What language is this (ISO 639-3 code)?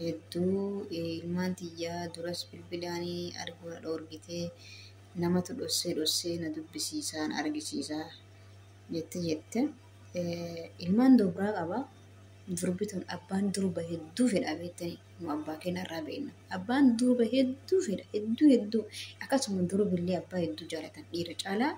orm